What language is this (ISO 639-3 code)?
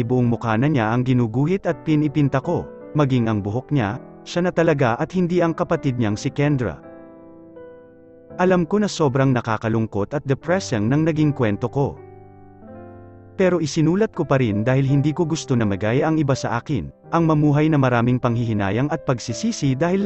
fil